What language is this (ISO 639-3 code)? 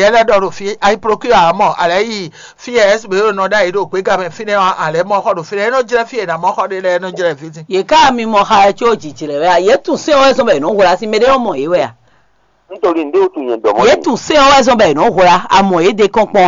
fon